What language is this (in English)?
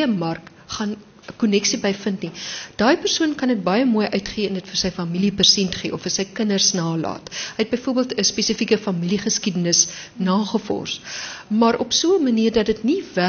Afrikaans